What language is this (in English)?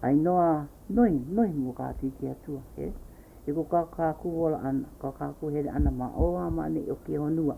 Hawaiian